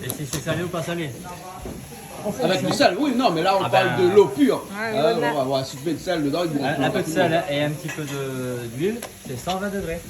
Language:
Réunion Creole French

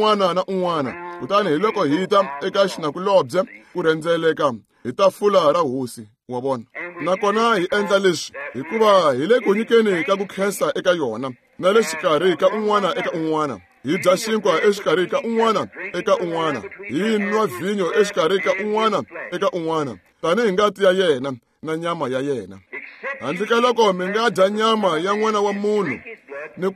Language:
Tsonga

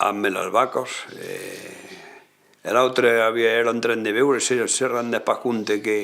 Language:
Occitan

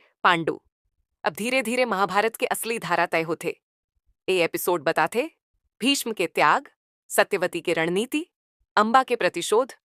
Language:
Chhattisgarhi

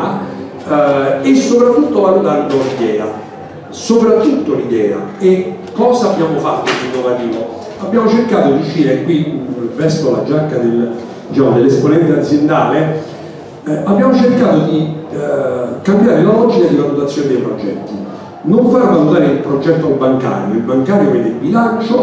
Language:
Italian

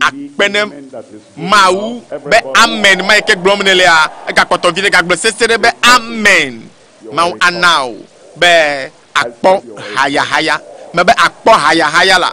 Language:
Ewe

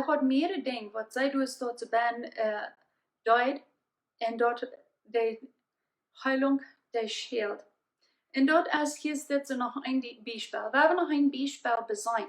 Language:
Plautdietsch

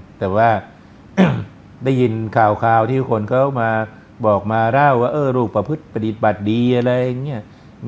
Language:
Thai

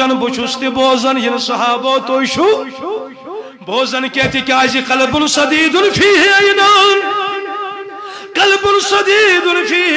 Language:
Kashmiri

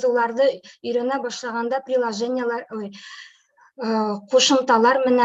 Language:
Bashkir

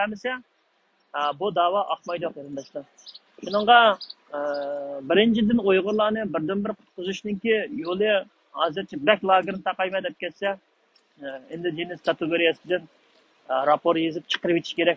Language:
Uyghur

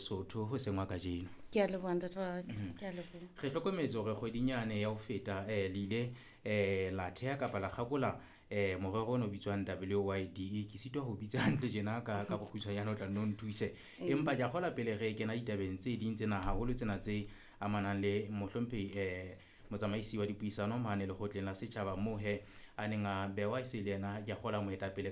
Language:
Southern Sotho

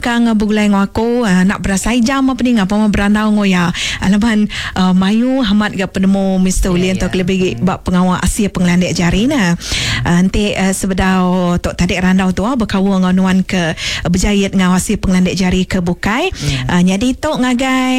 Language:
Iban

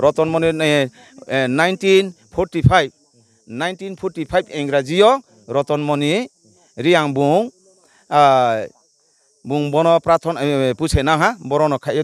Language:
Riang (India)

